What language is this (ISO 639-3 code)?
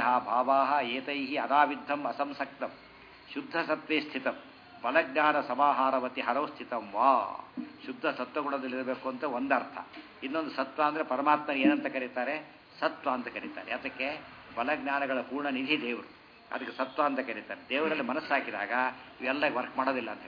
kan